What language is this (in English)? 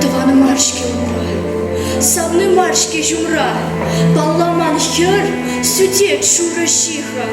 Chuvash